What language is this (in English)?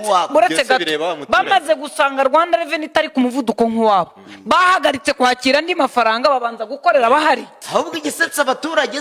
Kinyarwanda